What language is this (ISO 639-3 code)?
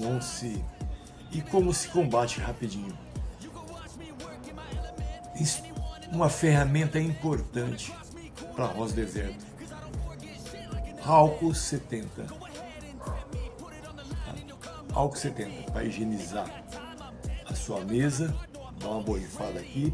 por